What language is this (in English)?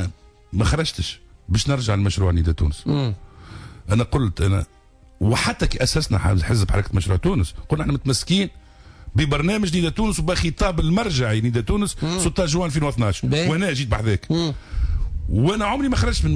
Tunisian Arabic